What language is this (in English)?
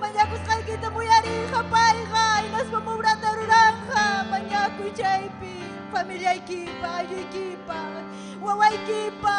Ayacucho Quechua